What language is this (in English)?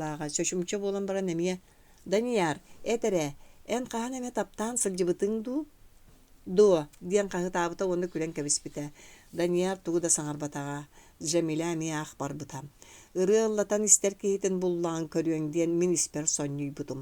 Yakut